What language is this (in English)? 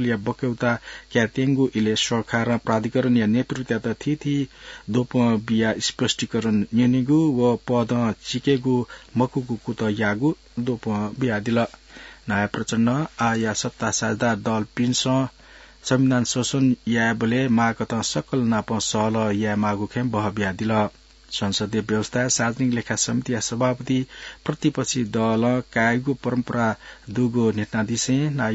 Newari